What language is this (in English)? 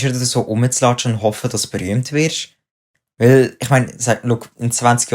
Swiss German